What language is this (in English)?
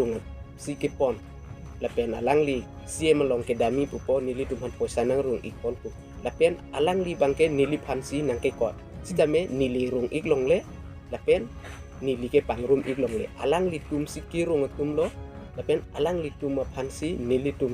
Karbi